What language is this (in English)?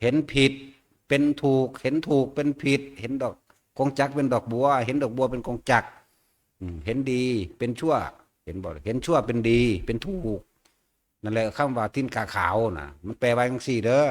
Northeastern Thai